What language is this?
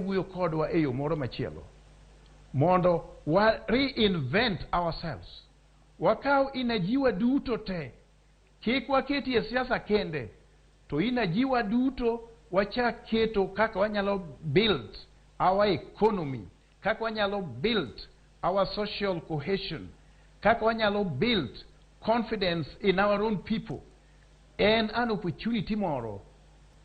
Luo (Kenya and Tanzania)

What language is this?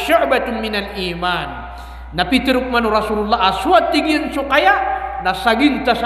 Maranao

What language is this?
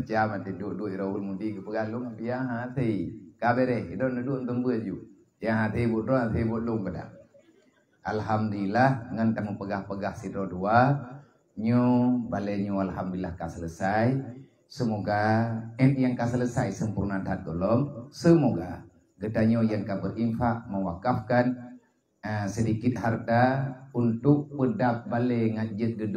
Achinese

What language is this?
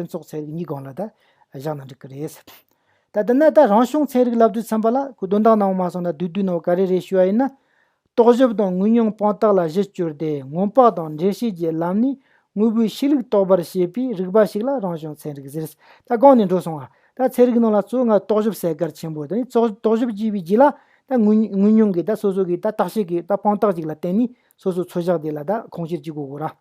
Tibetan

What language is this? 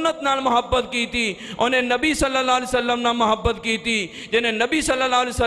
Western Panjabi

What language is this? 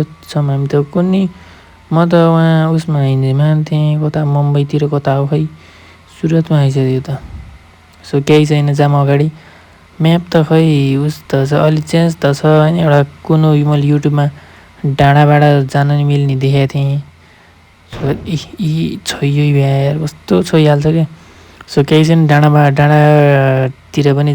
Nepali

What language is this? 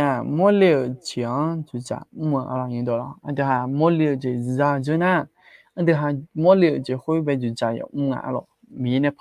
Akha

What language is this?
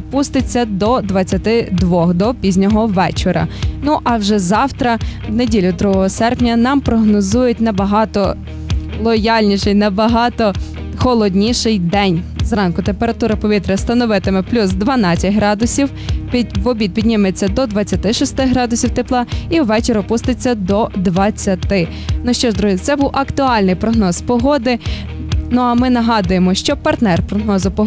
Ukrainian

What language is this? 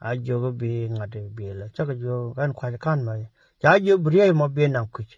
Nuer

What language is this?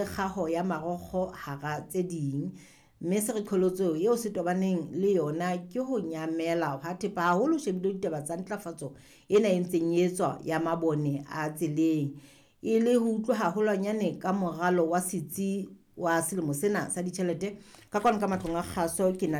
Southern Sotho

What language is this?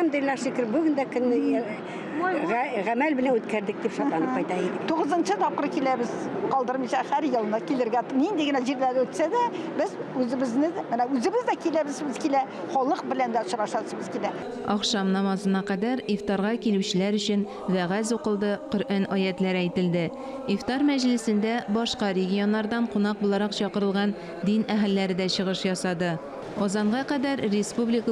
Tatar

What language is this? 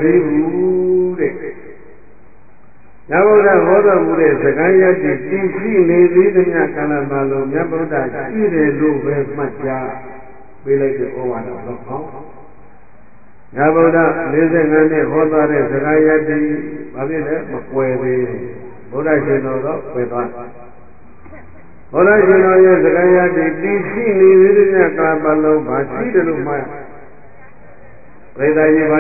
Burmese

